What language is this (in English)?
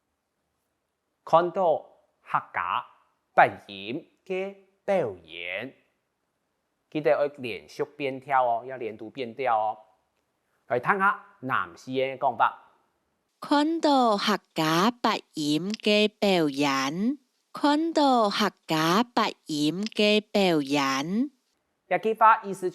Hakka Chinese